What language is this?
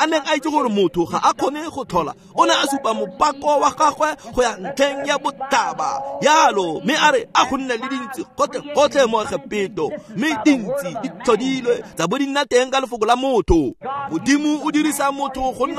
Tswana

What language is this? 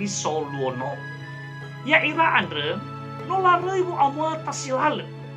Nias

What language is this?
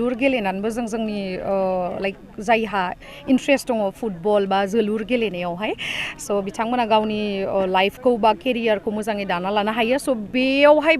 Bodo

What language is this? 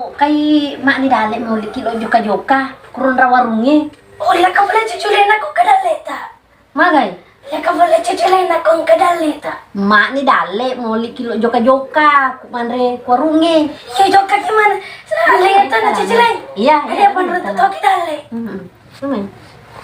Buginese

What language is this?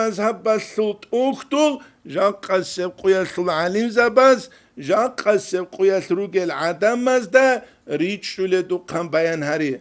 Avaric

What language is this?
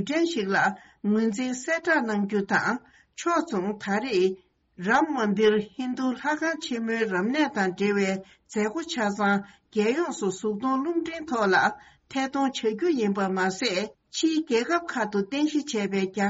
Tibetan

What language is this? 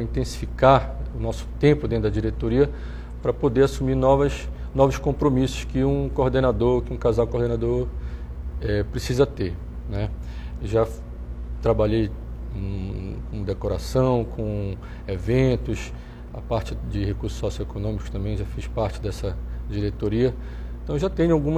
Portuguese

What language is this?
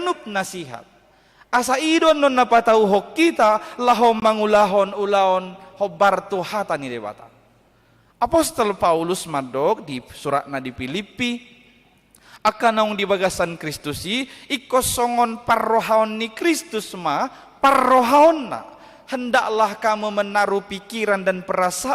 Batak Toba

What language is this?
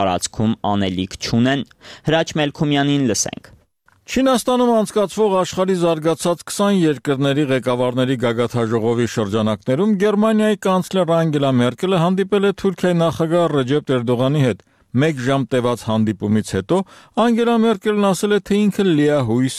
Armenian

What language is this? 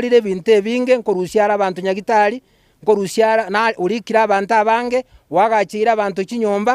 Gusii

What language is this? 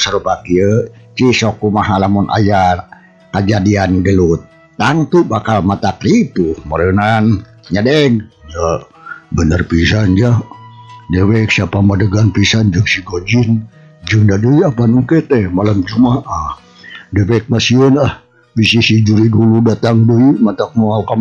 Sundanese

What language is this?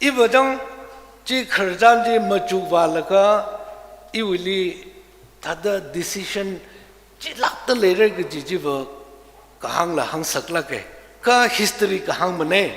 Tangkhul Naga (India)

